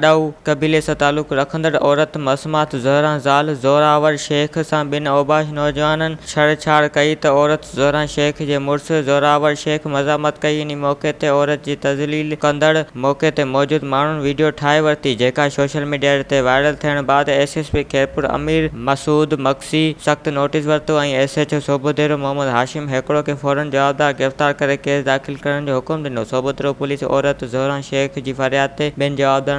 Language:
Sindhi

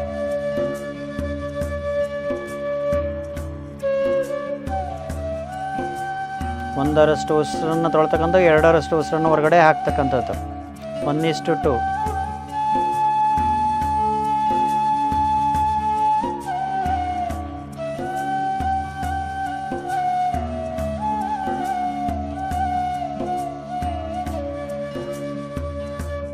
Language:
Kannada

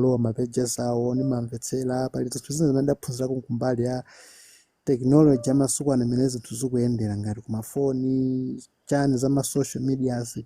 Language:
Nyanja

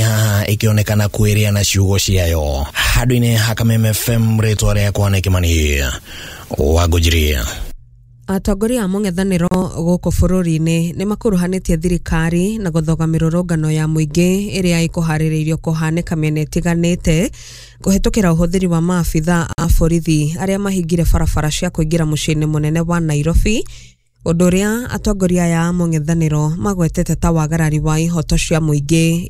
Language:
Kikuyu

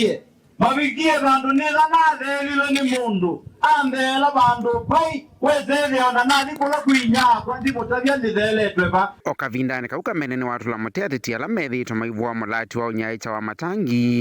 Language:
Kamba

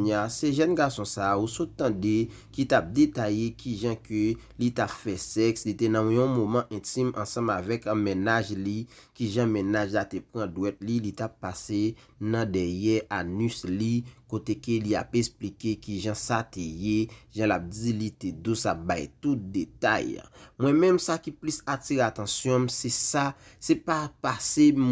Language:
Haitian Creole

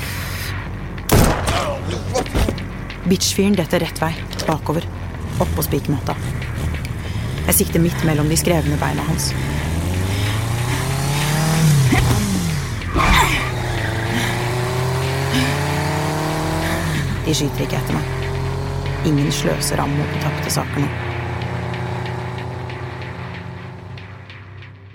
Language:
Norwegian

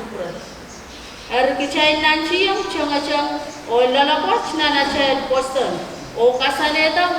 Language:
Pohnpeian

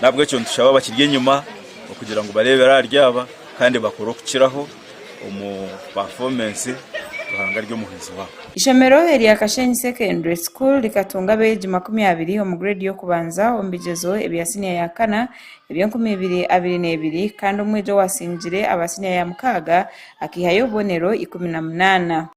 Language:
Nyankole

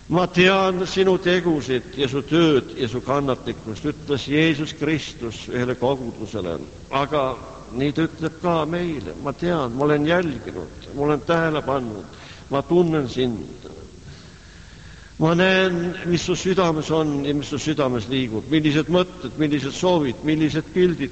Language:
Estonian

